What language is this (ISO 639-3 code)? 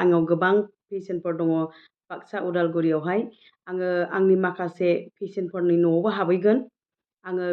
brx